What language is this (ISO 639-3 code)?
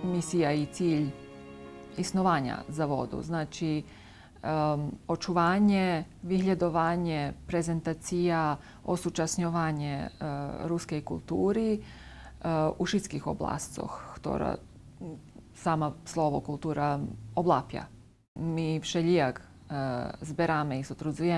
rue